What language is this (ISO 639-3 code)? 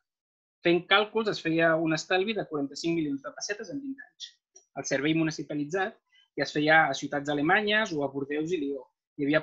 cat